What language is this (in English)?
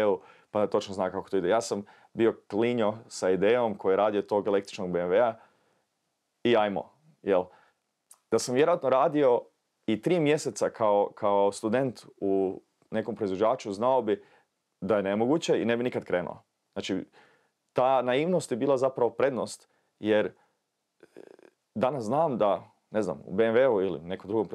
Croatian